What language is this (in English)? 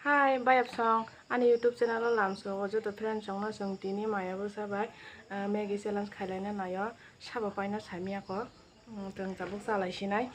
Kok Borok